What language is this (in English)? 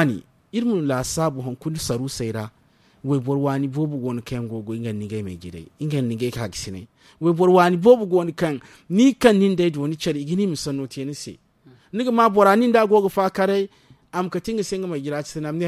Zarma